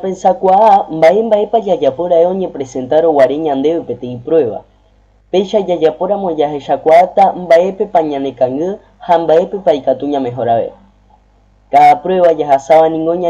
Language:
Guarani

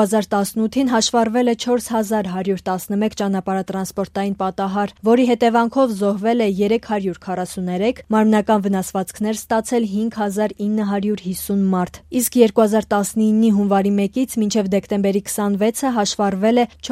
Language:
Armenian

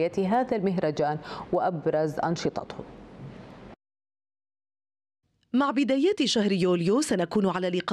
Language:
Arabic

